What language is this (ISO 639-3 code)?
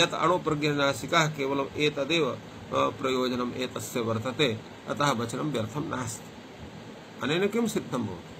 san